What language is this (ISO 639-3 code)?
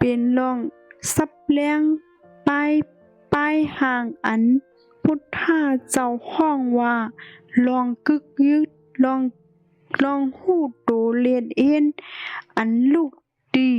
shn